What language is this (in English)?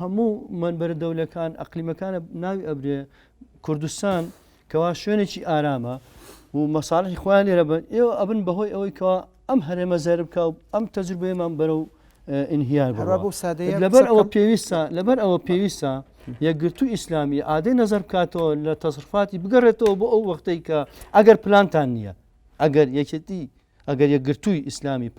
Central Kurdish